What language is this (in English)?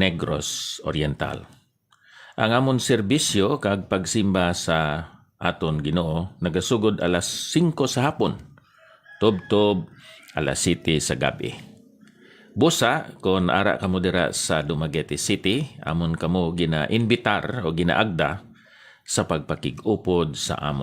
Hiligaynon